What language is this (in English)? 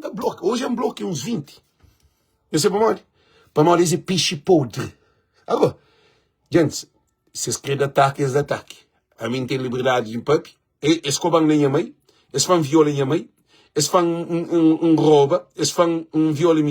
Kabuverdianu